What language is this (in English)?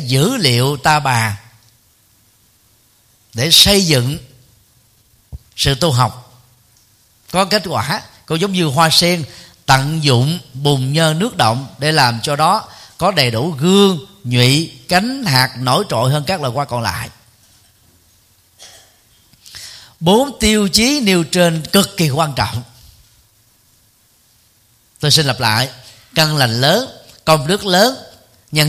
Vietnamese